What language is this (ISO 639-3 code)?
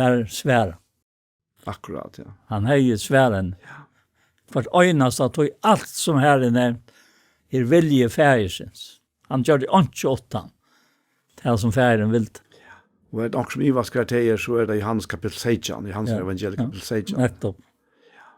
fao